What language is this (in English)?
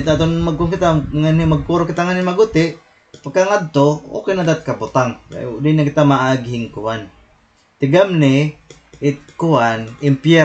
Waray